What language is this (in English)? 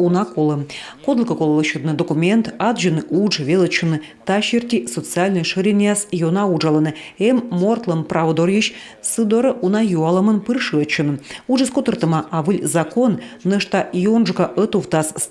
Komi